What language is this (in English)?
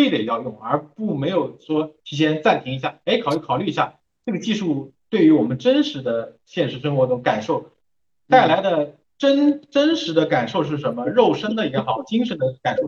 Chinese